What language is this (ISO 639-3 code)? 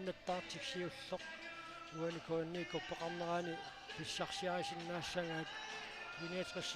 kal